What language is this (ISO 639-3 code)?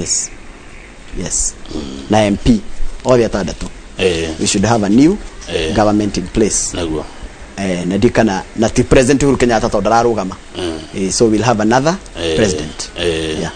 kik